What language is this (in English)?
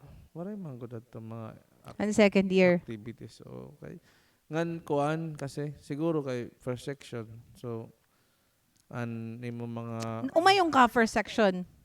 Waray